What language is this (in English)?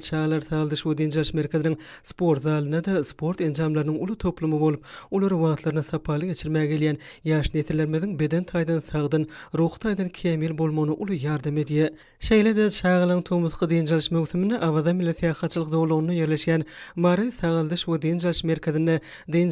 Turkmen